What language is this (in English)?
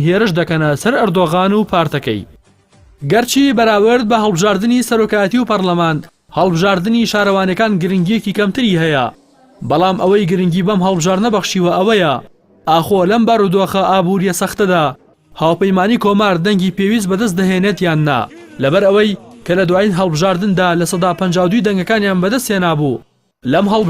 Central Kurdish